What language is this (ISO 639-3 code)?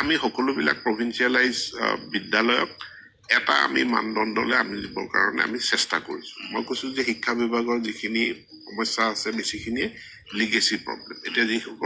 asm